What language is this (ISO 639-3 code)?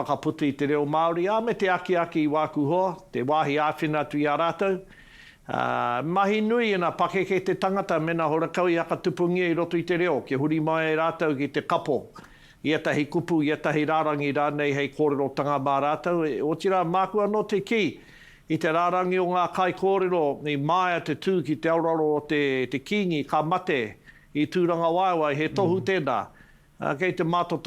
mri